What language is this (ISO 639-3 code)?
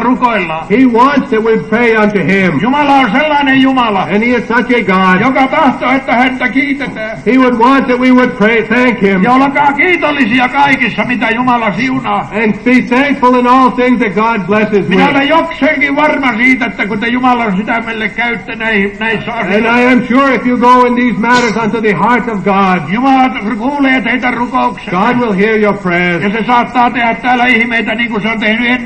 fin